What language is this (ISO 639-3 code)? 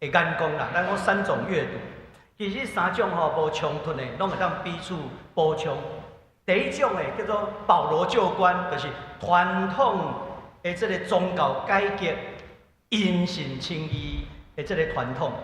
nan